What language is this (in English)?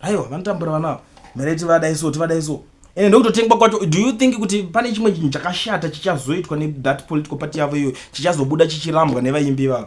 Shona